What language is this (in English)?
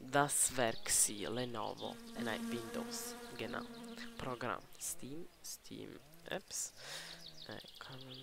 Swiss German